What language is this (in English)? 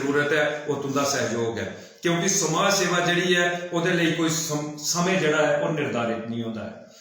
Dogri